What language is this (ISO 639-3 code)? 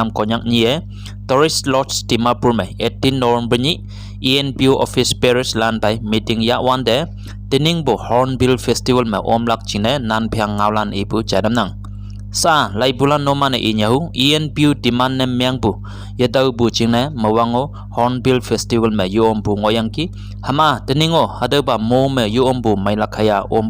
nbe